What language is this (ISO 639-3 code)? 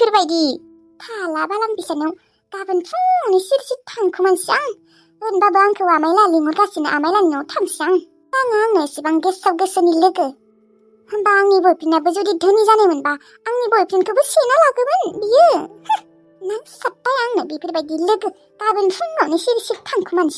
brx